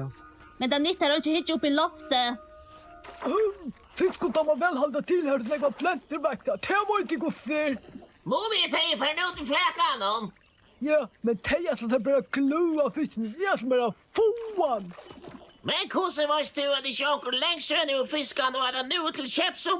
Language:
Faroese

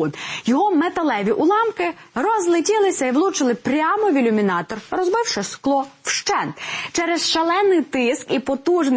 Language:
Ukrainian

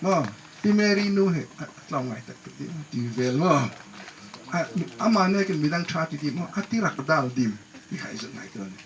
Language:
Hmar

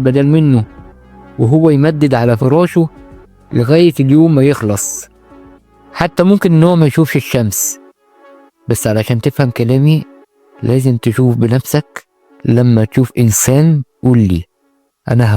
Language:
Egyptian Arabic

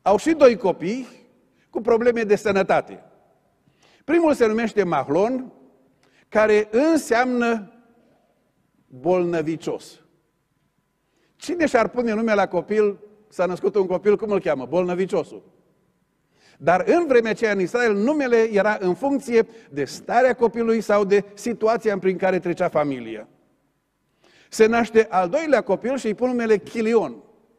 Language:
Romanian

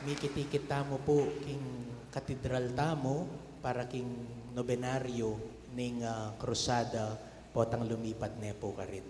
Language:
Pampanga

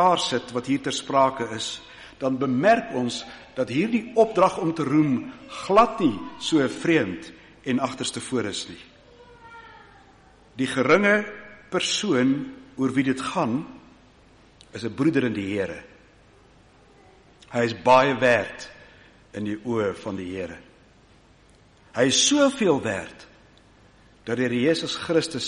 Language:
Afrikaans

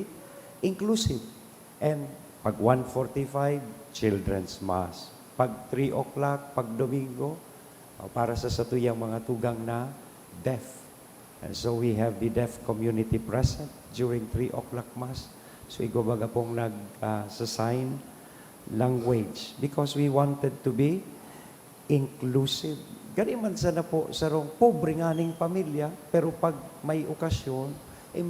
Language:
Bikol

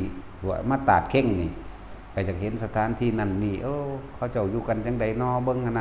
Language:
Northeastern Thai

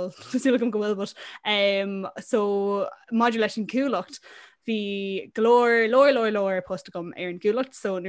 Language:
Irish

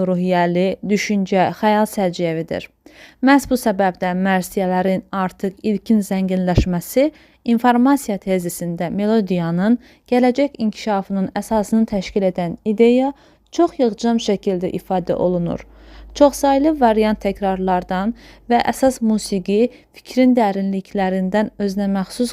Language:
Azerbaijani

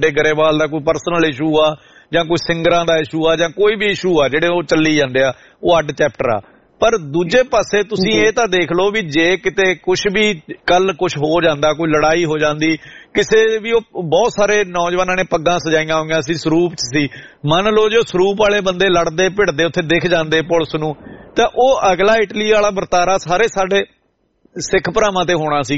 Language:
Punjabi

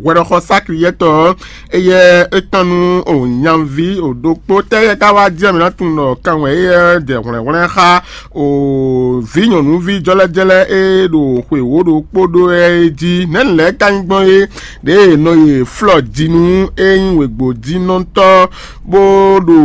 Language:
Fon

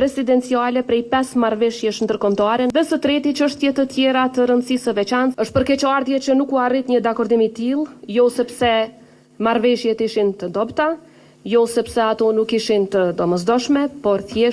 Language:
Albanian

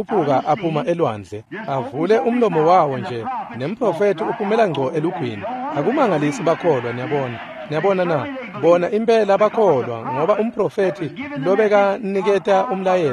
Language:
Swati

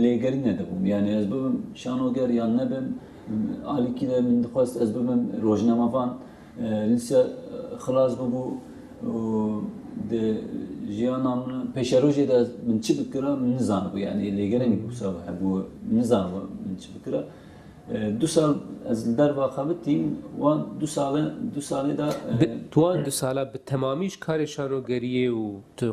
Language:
Kurdish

